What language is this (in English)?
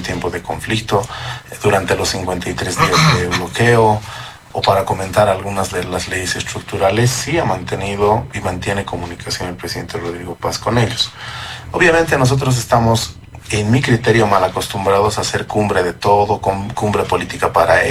Spanish